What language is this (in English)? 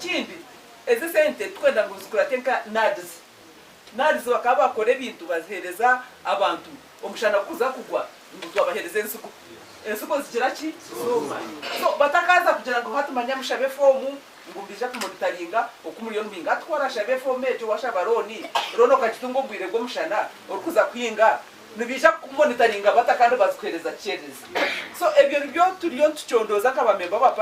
Nyankole